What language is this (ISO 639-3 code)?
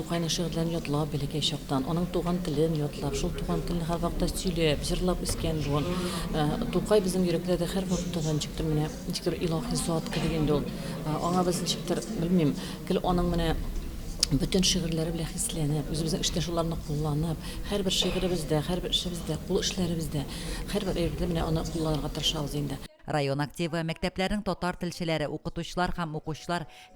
tat